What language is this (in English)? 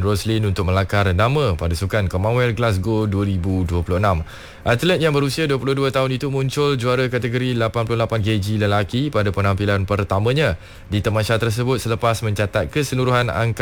Malay